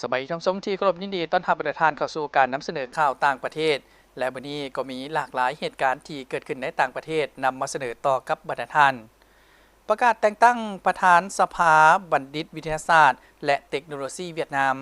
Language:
Lao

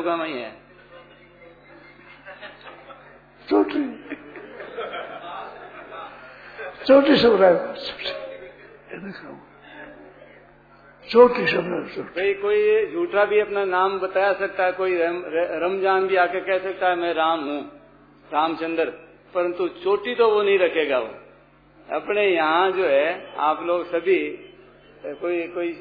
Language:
Hindi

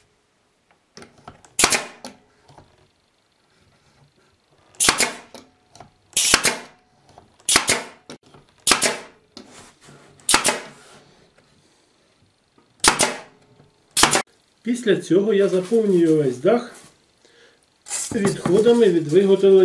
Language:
Ukrainian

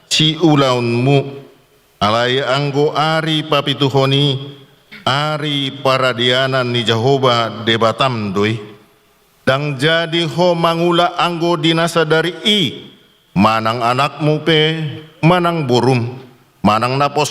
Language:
Batak Toba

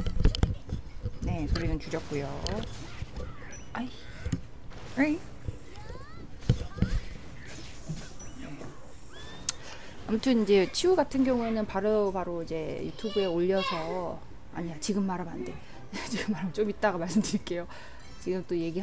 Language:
Korean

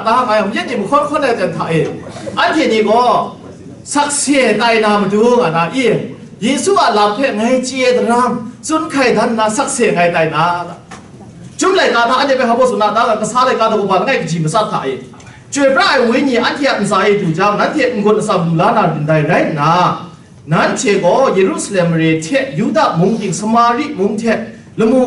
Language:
Kachin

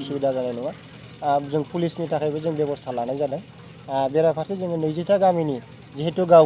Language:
Bodo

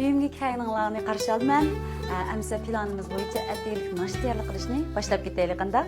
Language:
Uyghur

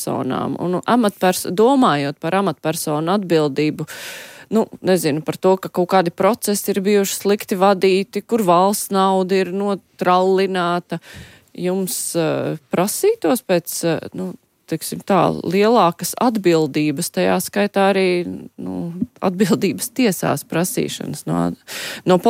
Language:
Latvian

